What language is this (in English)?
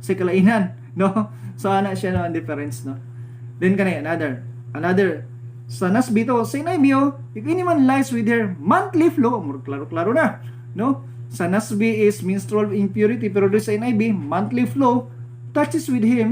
Cebuano